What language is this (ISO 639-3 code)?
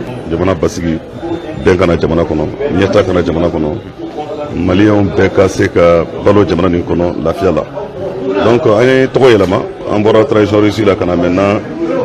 bam